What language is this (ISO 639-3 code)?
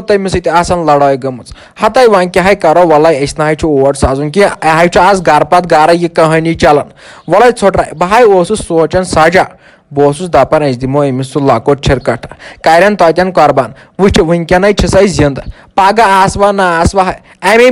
kas